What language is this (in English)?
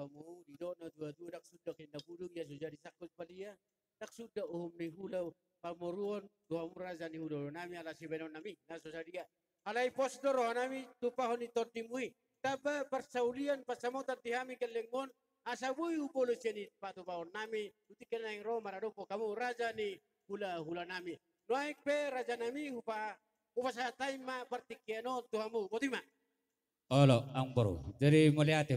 Batak Toba